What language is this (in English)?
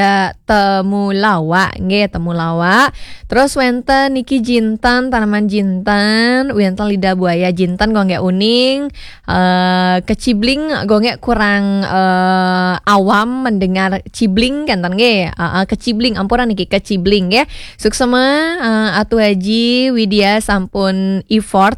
Balinese